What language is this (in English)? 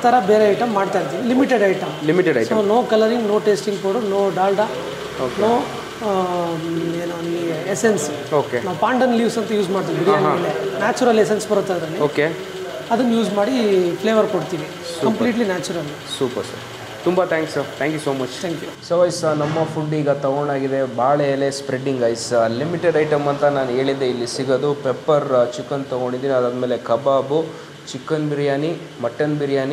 Kannada